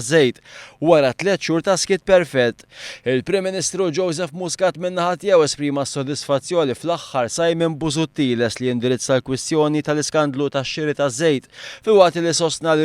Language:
Maltese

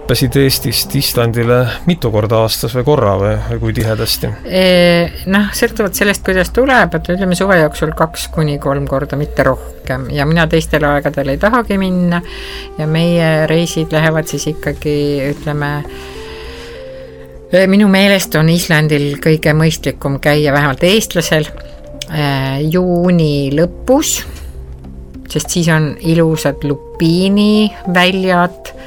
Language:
Estonian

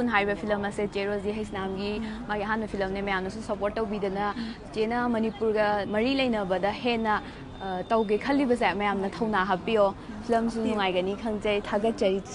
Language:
Manipuri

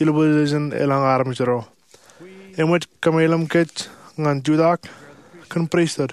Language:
Marshallese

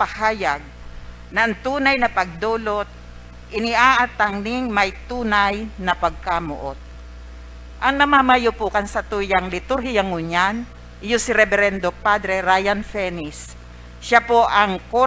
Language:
Bikol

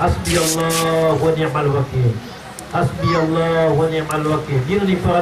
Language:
Maranao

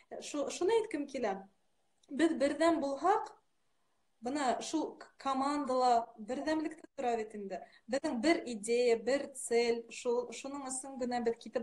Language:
Bashkir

